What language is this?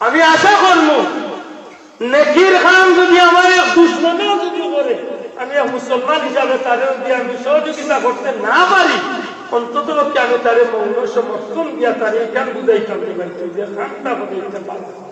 Sylheti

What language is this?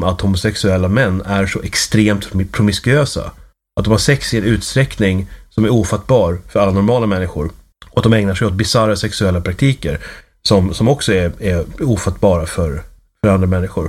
Swedish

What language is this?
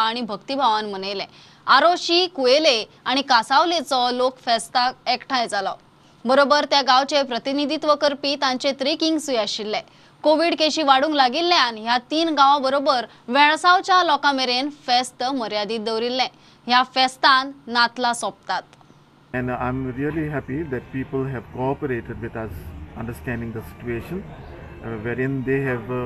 Konkani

